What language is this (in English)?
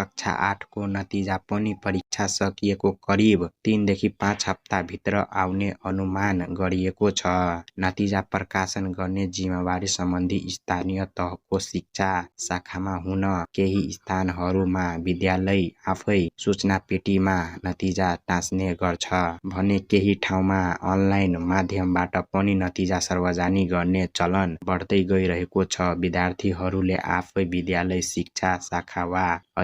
Nepali